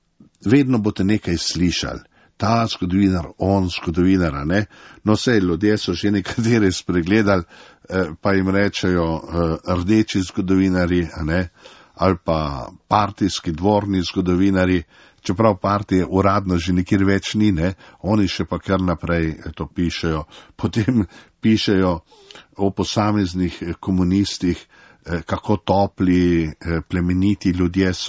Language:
Slovenian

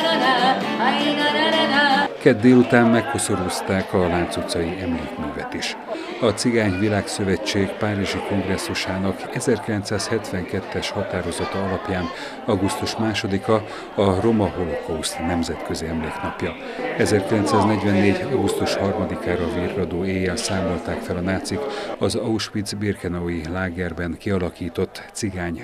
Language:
Hungarian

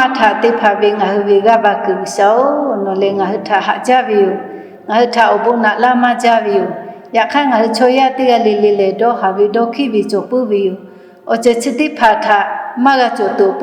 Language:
Lahu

